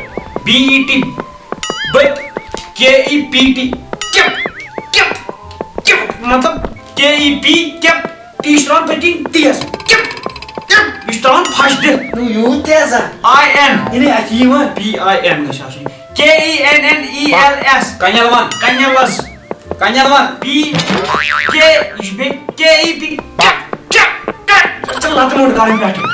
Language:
Kashmiri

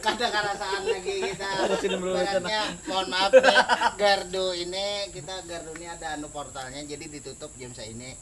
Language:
Banjar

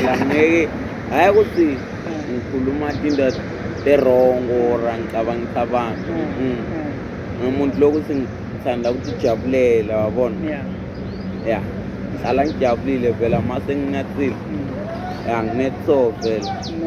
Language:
Zulu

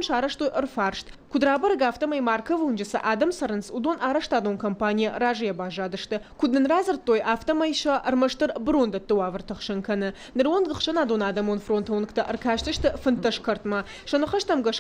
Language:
Ossetic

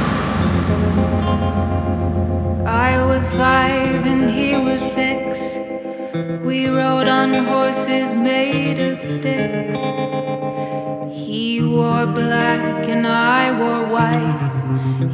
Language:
English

